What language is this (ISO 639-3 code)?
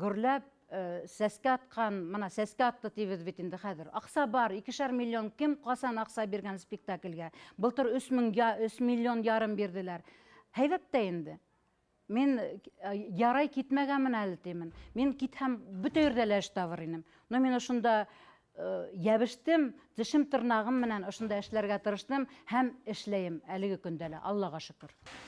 bak